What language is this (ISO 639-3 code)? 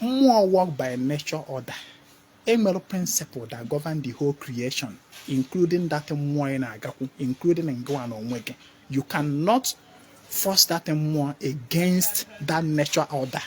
ibo